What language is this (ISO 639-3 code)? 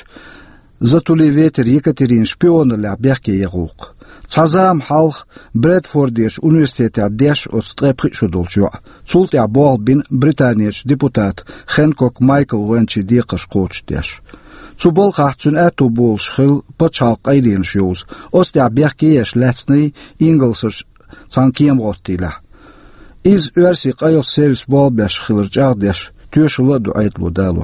che